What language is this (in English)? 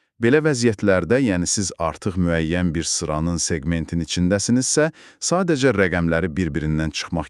Azerbaijani